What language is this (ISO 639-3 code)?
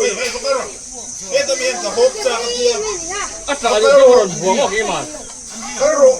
lus